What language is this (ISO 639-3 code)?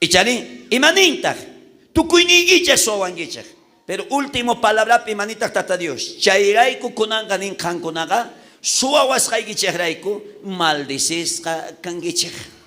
quh